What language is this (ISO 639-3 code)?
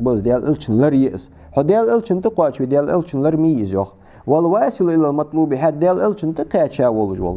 inh